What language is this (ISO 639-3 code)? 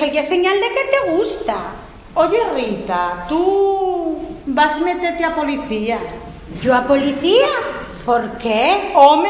ast